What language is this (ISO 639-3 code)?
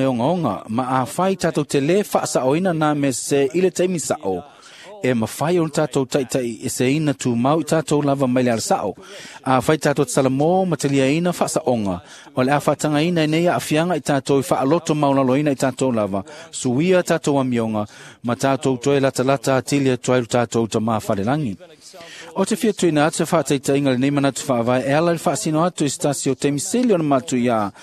smo